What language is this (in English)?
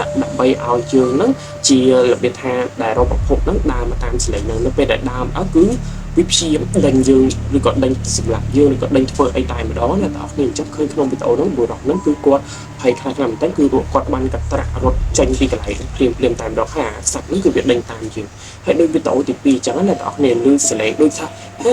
Khmer